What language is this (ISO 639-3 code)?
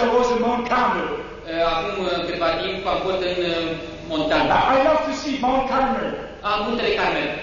ron